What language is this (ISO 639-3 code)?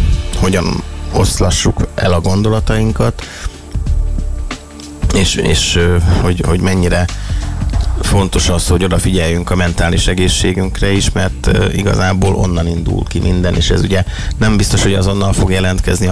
hun